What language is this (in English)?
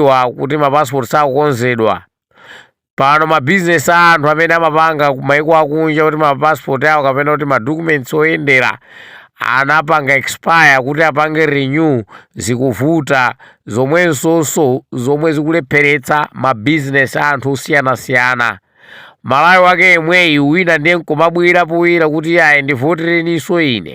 Nyanja